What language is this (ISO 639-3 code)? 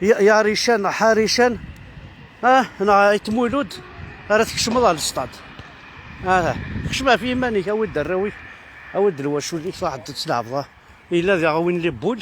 kab